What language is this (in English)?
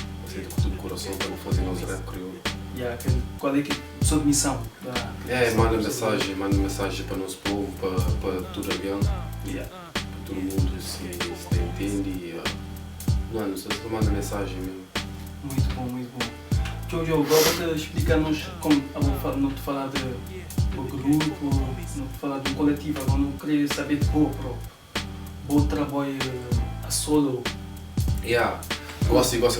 Kabuverdianu